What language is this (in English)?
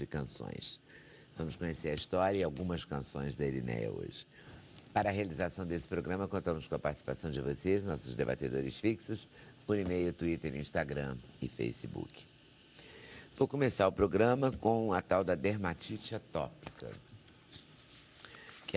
Portuguese